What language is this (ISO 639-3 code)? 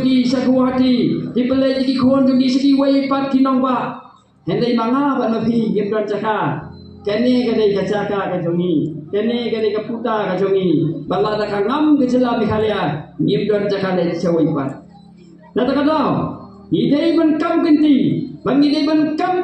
kha